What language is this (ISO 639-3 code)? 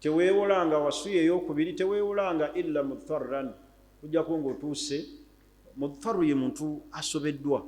lug